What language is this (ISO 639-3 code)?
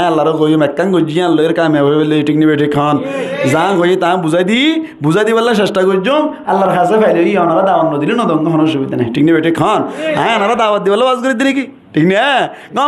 rhg